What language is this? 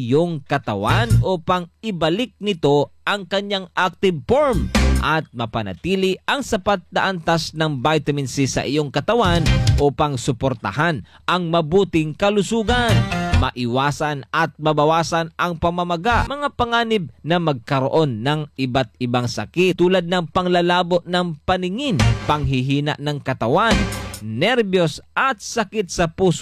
Filipino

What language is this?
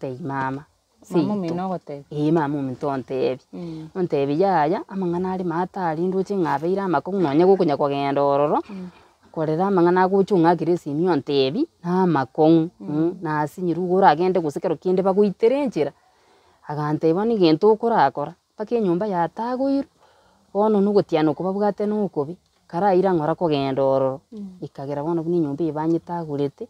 Gusii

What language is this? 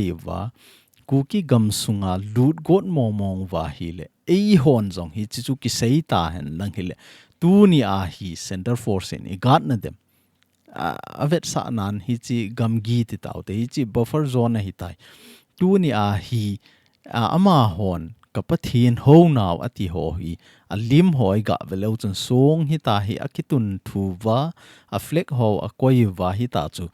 Thado Chin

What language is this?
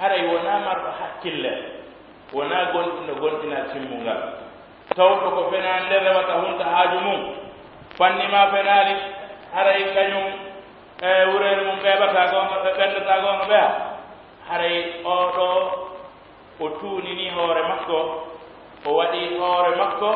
Pular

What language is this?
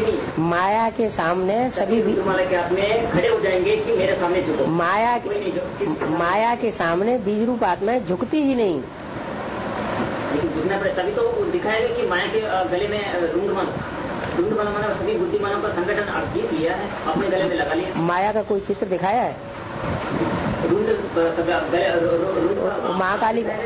Hindi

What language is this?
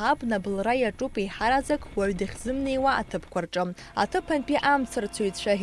Abkhazian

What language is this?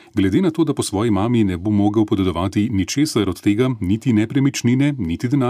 Slovenian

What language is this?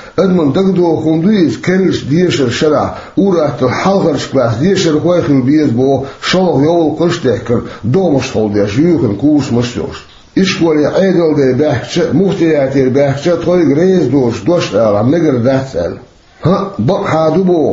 Chechen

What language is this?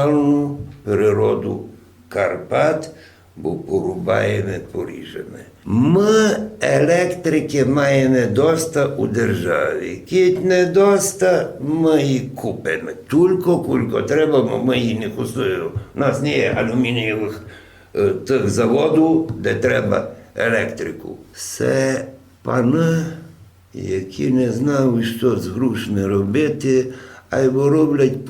Rusyn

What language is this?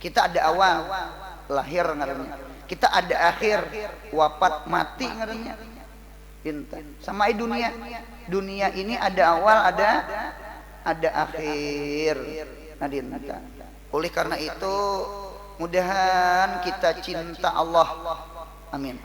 Banjar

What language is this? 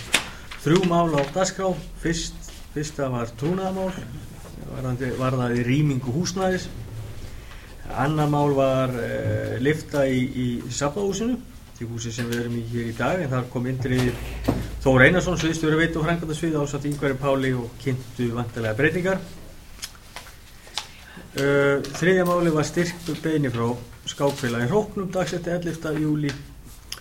Icelandic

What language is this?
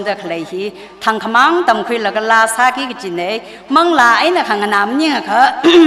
Tangkhul Naga (India)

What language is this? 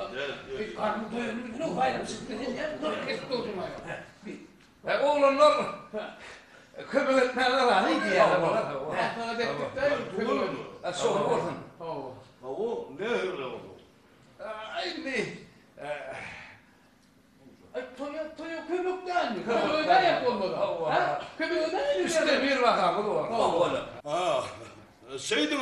Turkish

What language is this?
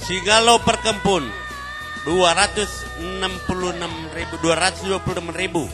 Batak Karo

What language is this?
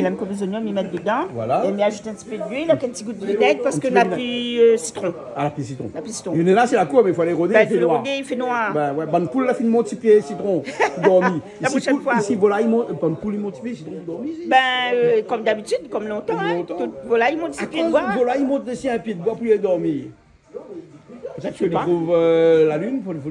Réunion Creole French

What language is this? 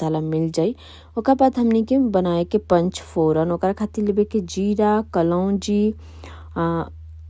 Bhojpuri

